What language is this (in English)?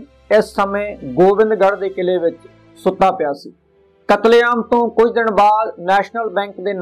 Punjabi